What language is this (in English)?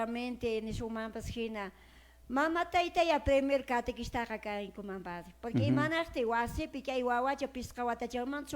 Quechua